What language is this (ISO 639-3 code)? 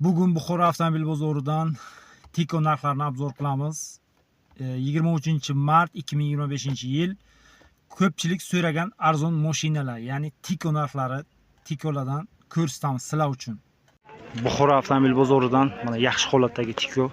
uzb